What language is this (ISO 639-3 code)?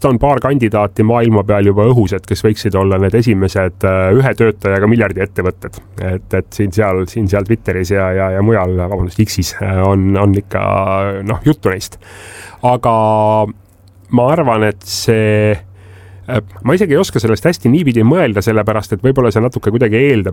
est